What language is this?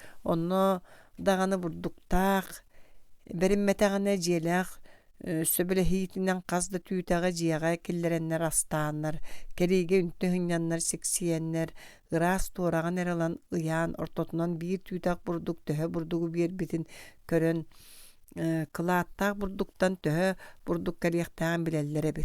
Yakut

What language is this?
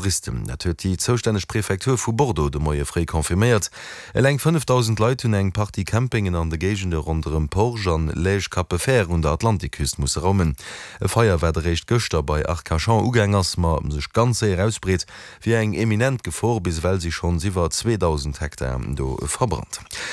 Luxembourgish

